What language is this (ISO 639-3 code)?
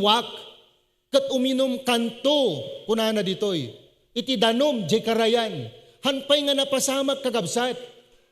ilo